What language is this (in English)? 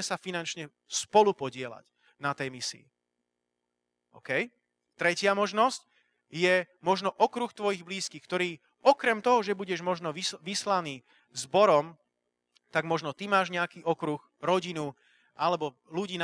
Slovak